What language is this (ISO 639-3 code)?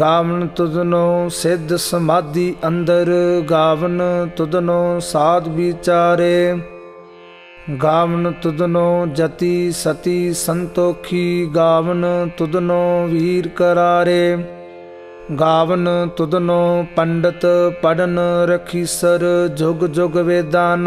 pan